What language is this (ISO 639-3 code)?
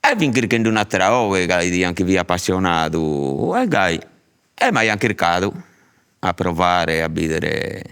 srd